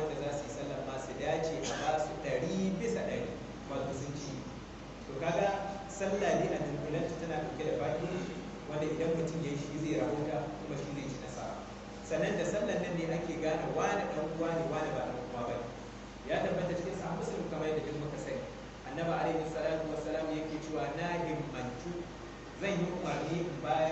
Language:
Hausa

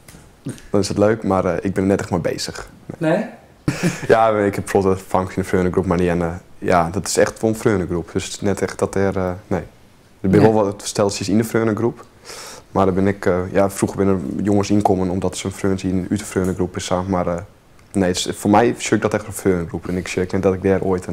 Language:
Western Frisian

